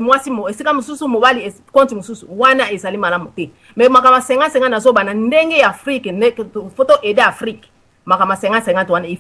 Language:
Lingala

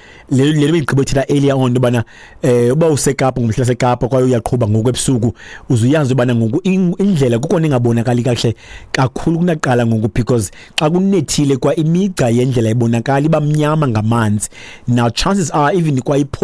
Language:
Xhosa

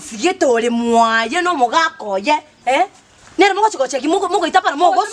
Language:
Gusii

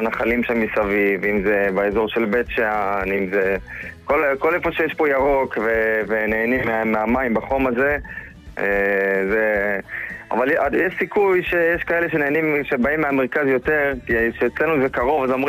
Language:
Hebrew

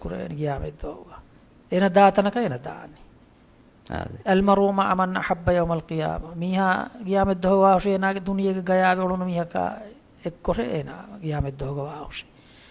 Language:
Divehi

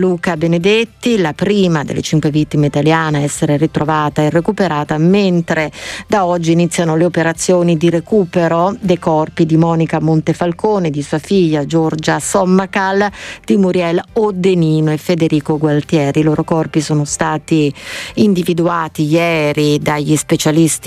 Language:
Italian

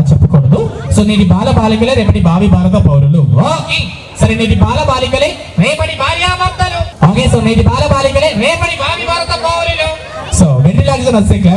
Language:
Telugu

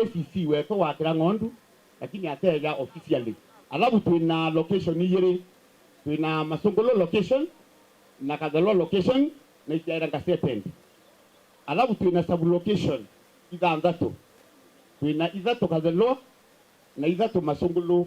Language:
Meru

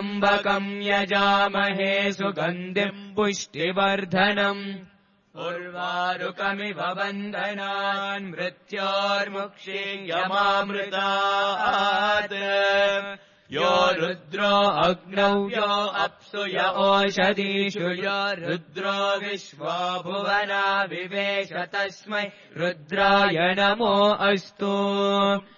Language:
Sanskrit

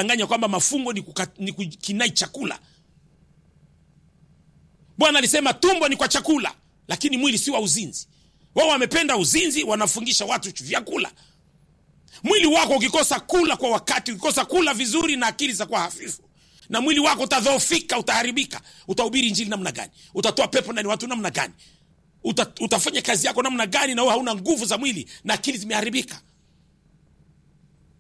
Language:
Swahili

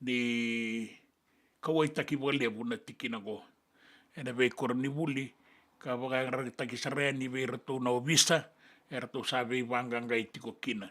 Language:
Fijian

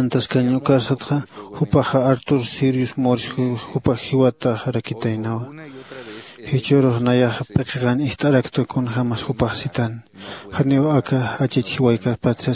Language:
Aymara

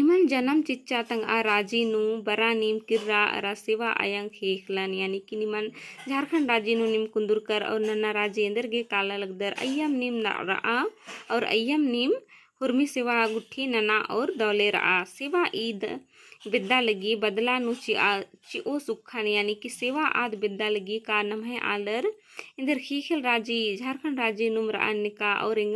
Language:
Kurukh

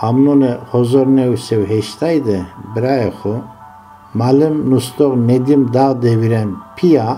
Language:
Zaza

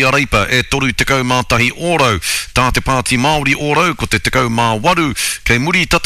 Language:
Māori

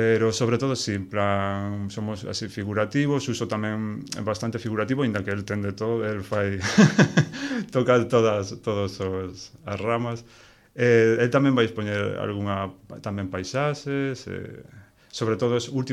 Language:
Galician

